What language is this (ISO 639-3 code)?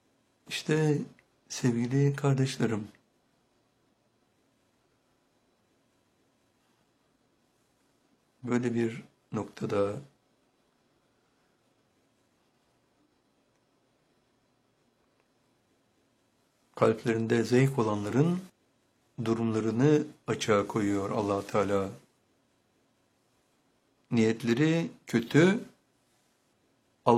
tur